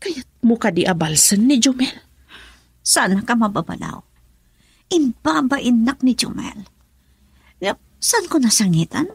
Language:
Iloko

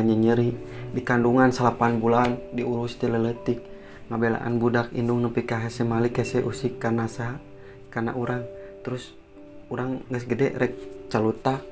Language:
Sundanese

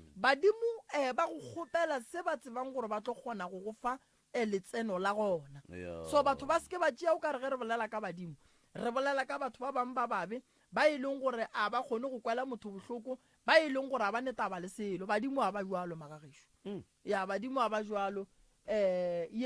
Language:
Northern Sotho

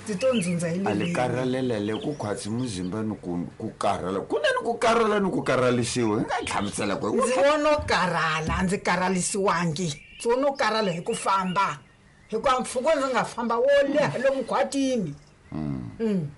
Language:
Tsonga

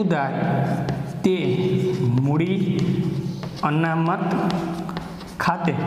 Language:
Gujarati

